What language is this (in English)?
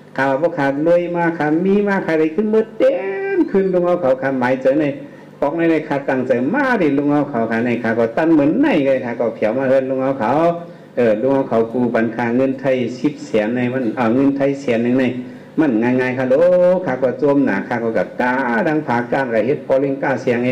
Shan